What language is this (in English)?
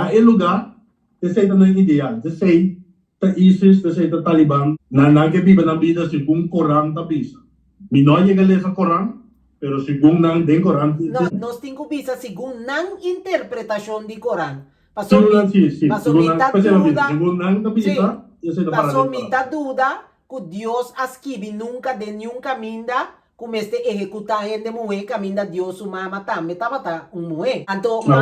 Papiamento